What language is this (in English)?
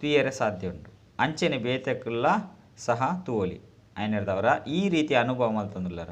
Tulu